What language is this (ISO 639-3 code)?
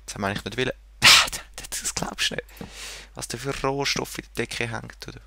gsw